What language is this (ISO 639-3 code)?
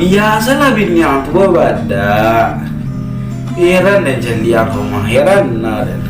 min